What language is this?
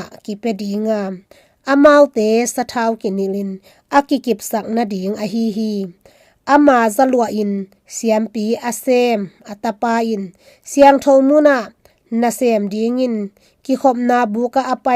Tedim Chin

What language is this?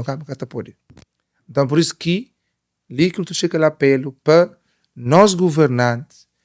Kabuverdianu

